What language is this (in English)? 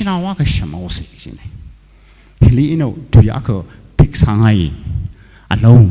Tangkhul Naga (India)